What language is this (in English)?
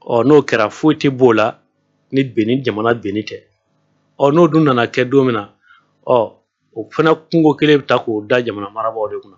Bambara